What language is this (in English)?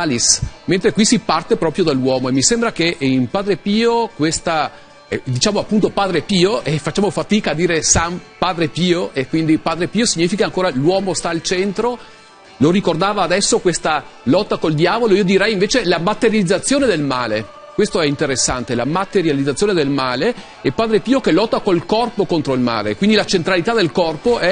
Italian